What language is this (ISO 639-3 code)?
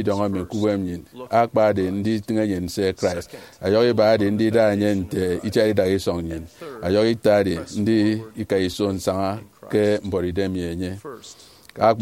efi